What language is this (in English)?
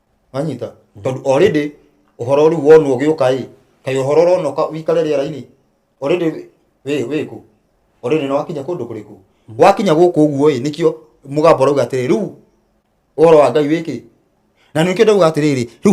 Kikuyu